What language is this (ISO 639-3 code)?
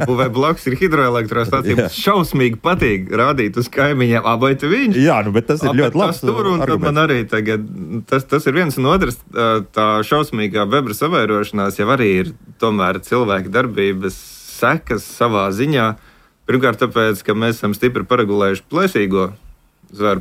lav